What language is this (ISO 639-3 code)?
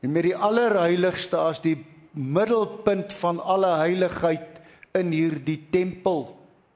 afr